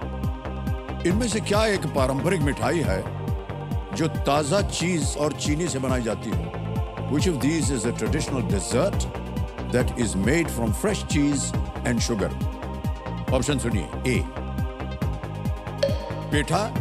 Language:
Hindi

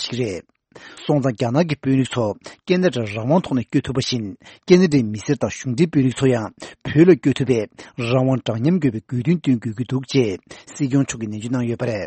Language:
Tibetan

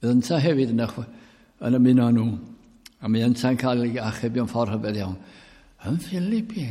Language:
Welsh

